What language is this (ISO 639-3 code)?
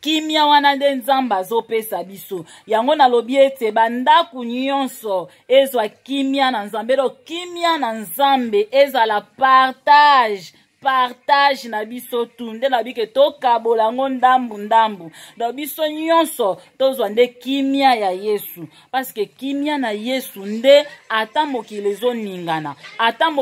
lin